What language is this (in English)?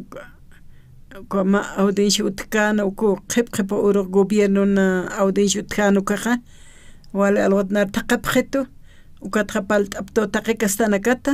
Aymara